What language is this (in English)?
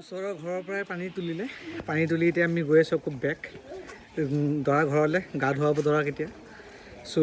Assamese